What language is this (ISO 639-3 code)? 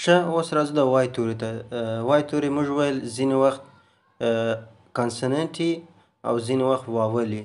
pus